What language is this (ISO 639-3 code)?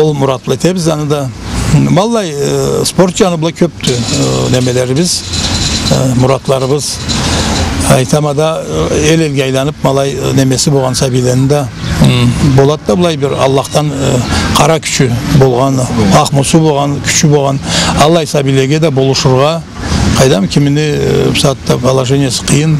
krc